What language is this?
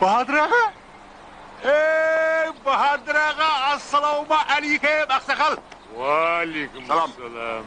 Kara-Kalpak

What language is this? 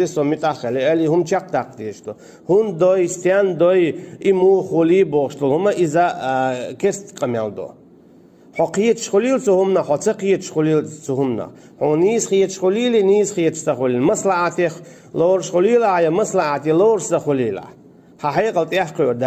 Chechen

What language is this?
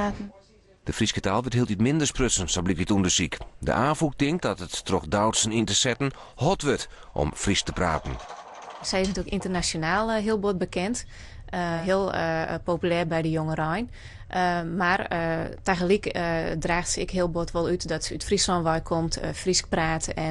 Western Frisian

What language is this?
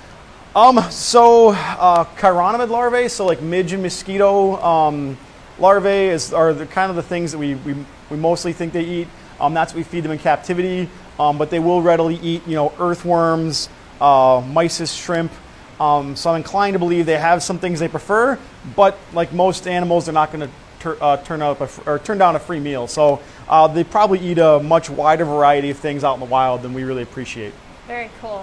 English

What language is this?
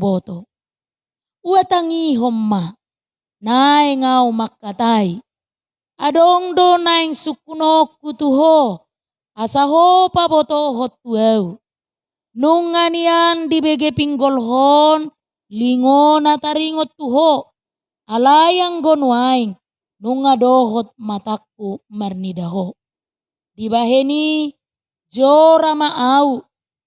Batak Toba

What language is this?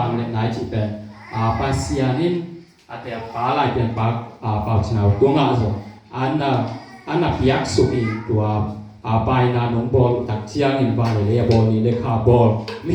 Tedim Chin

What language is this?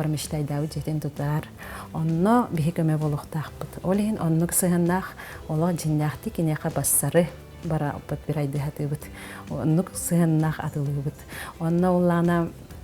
Yakut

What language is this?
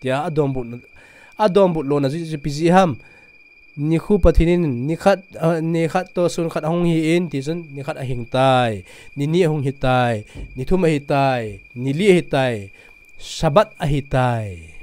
Thado Chin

